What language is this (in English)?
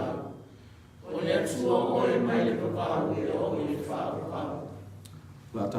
Samoan